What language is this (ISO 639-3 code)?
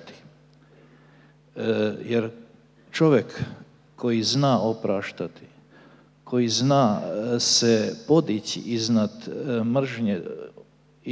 srp